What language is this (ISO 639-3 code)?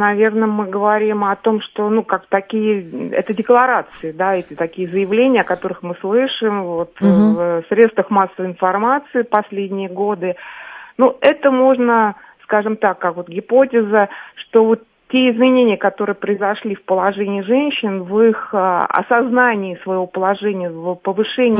rus